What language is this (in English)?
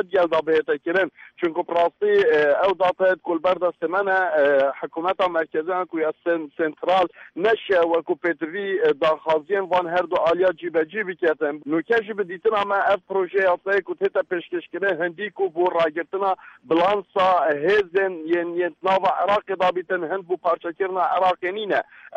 Kurdish